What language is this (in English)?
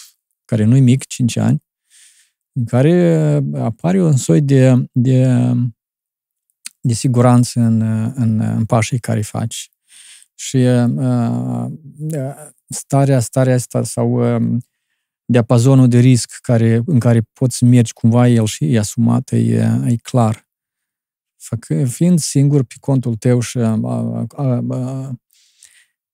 Romanian